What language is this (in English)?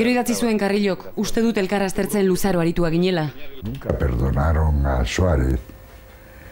Basque